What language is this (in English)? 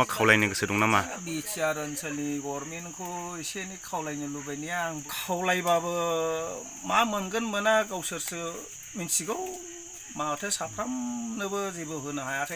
Bodo